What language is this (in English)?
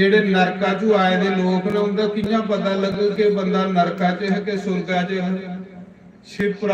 Dogri